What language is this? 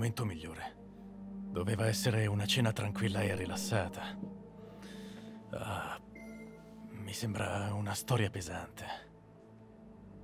Italian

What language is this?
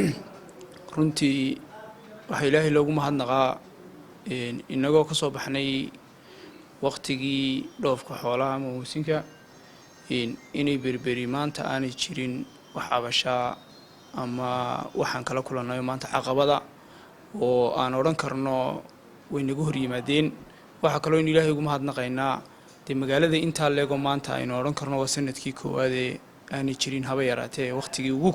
Somali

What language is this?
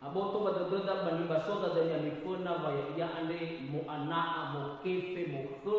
Nias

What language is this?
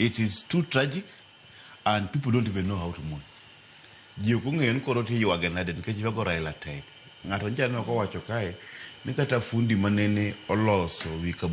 Luo (Kenya and Tanzania)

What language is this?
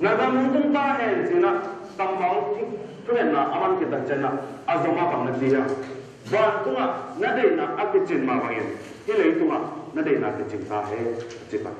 Tedim Chin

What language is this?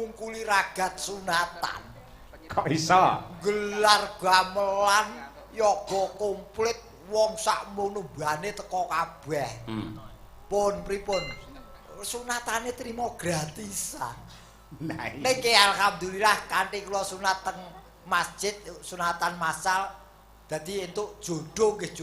Javanese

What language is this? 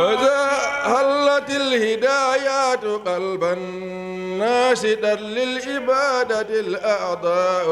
Fula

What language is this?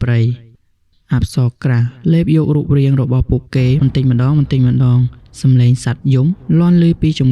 Khmer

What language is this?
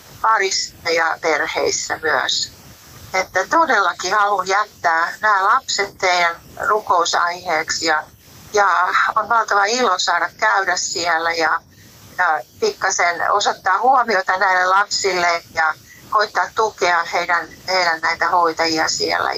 Finnish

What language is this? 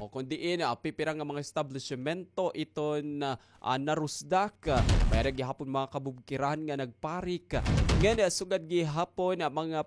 Waray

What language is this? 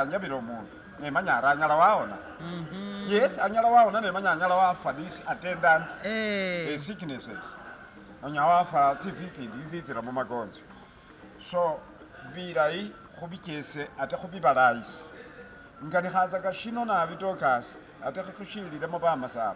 Masaaba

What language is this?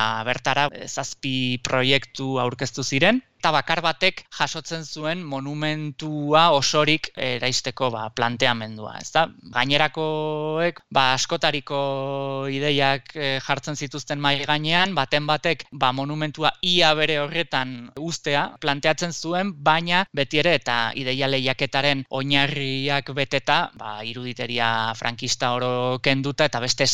Basque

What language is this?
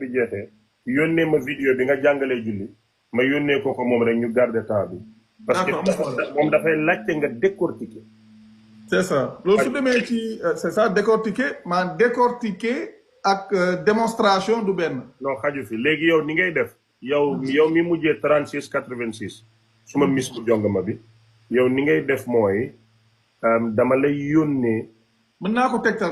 Wolof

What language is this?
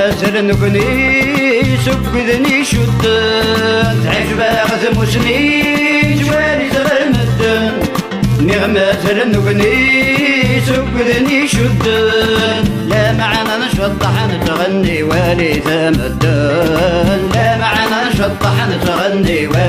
Kabyle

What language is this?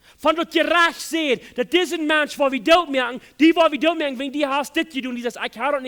Plautdietsch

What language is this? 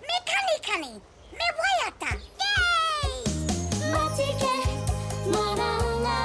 Māori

